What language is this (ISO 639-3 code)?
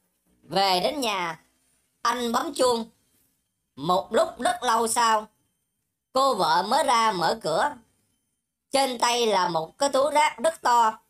vie